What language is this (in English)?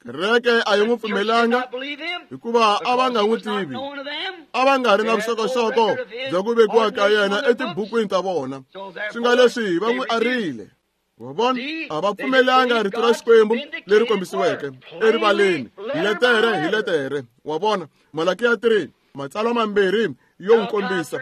Tsonga